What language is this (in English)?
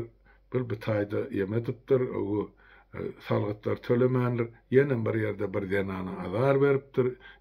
Turkmen